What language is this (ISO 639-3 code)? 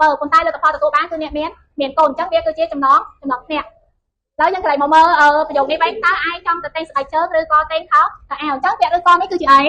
khm